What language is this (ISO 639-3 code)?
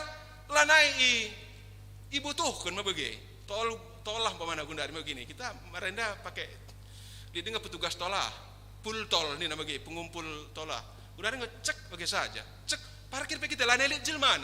btx